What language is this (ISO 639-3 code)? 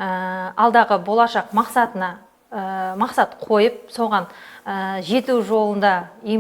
kaz